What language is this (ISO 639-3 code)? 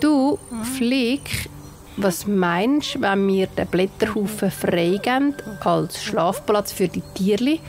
gsw